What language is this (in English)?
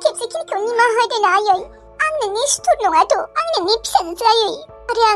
Bodo